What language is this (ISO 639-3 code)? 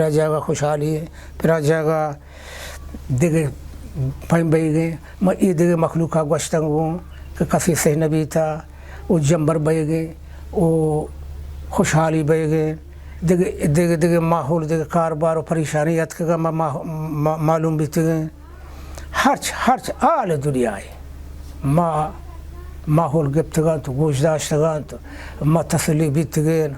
bal